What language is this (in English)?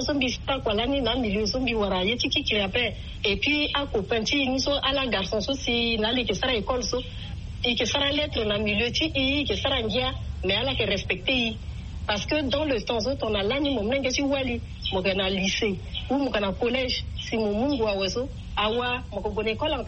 Sango